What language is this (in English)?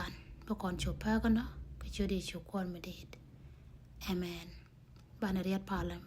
Nuer